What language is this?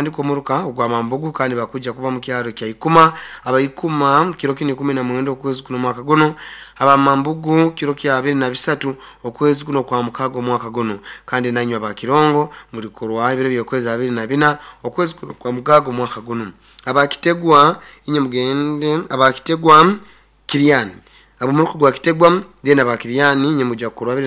Nyoro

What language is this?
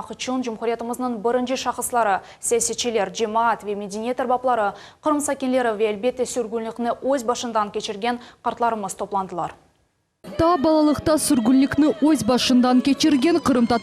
Crimean Tatar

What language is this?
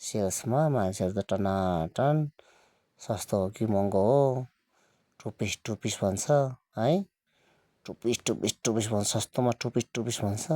Nepali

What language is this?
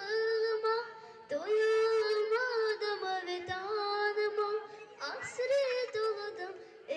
Crimean Tatar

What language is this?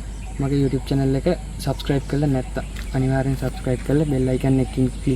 Sinhala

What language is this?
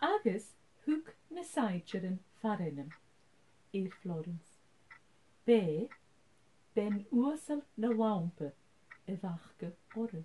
Scottish Gaelic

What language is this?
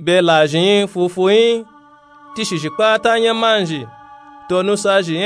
Nupe-Nupe-Tako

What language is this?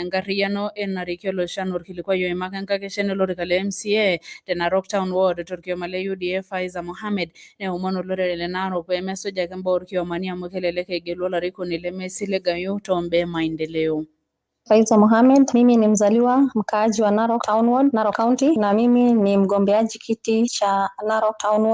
Masai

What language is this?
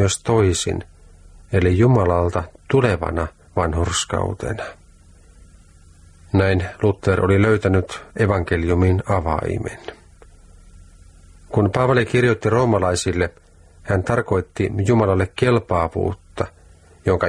Finnish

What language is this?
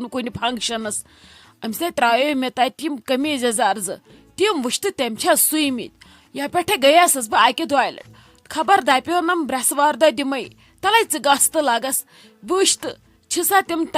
Kashmiri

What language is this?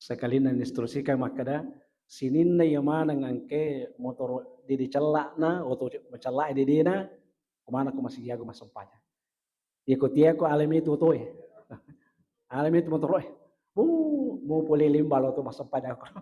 Buginese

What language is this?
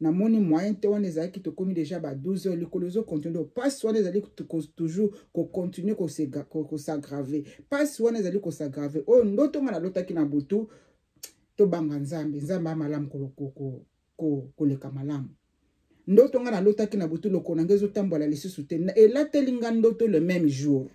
Lingala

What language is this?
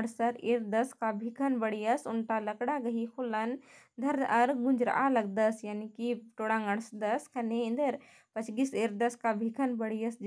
Kurukh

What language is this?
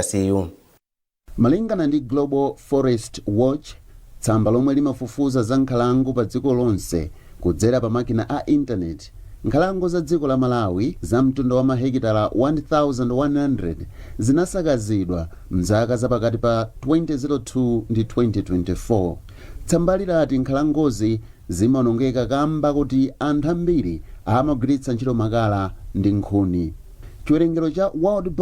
Nyanja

